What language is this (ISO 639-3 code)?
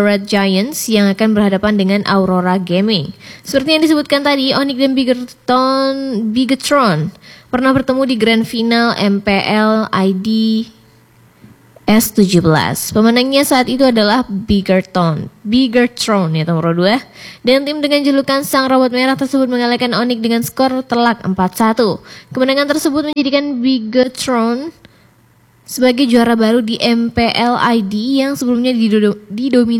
ind